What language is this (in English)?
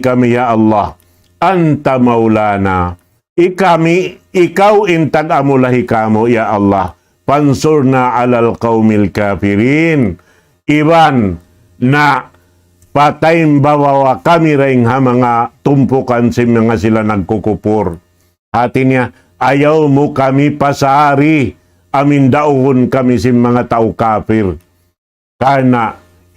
Tausug